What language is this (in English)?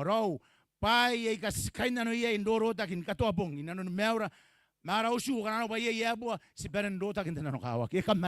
Gilbertese